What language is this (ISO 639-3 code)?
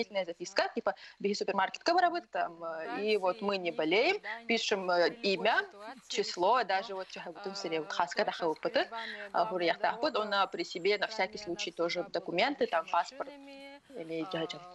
sah